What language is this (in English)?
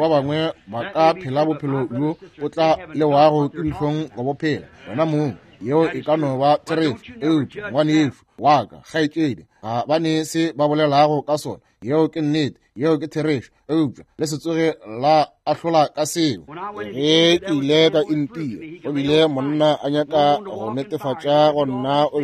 Northern Sotho